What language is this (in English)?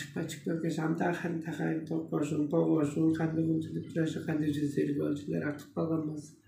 Tuvinian